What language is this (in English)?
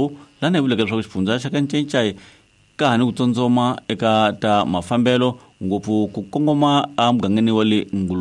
Tsonga